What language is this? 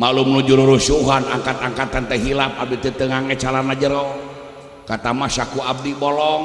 Sundanese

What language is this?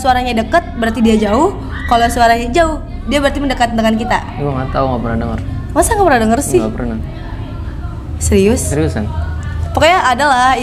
Indonesian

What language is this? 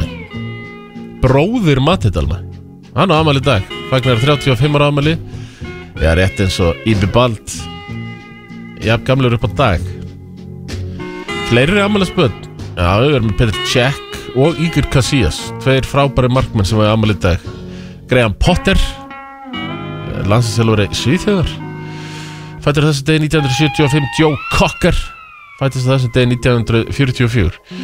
Icelandic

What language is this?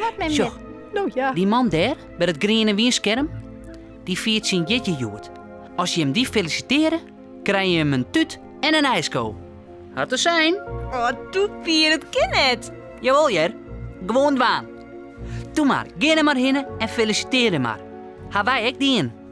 Western Frisian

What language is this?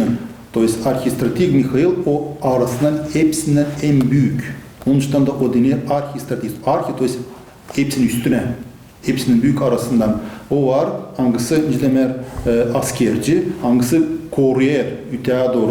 Gagauz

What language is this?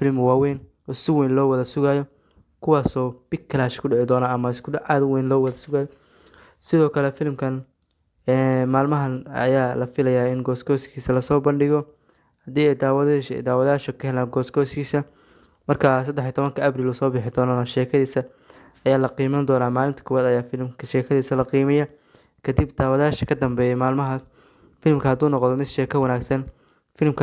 Somali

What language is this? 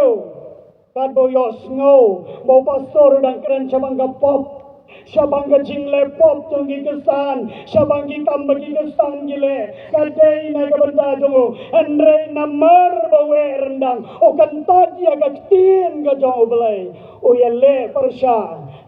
Khasi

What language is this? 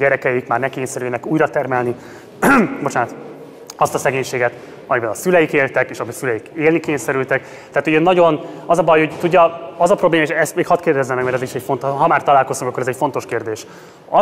Hungarian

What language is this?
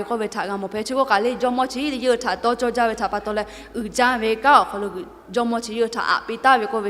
Lahu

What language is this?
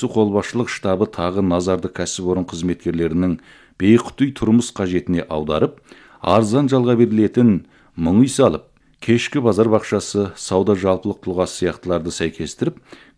Kazakh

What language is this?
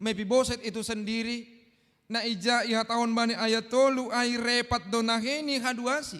Batak Simalungun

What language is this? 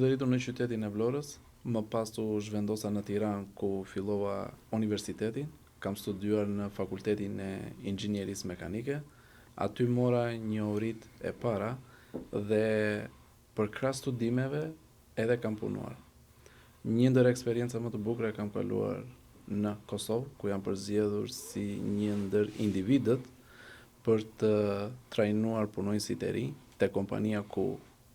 Albanian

